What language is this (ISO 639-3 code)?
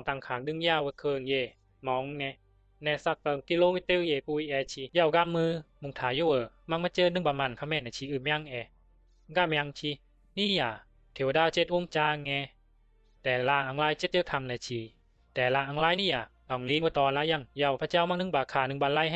bzi